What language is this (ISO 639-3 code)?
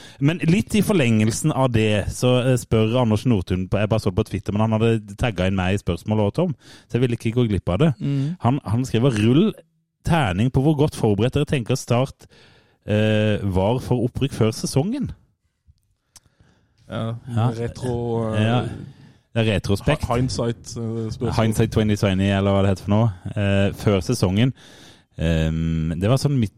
nor